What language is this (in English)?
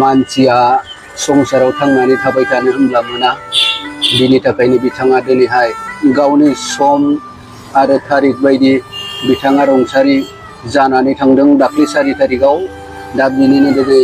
Bodo